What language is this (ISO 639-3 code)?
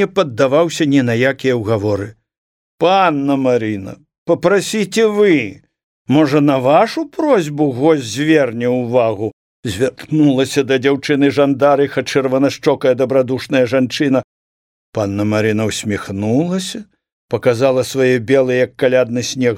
bel